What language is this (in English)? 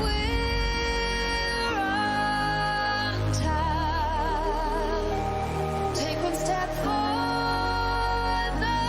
Kara-Kalpak